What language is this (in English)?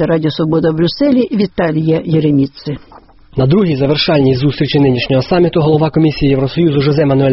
Ukrainian